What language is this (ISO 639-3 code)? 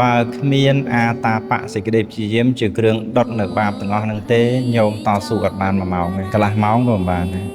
khm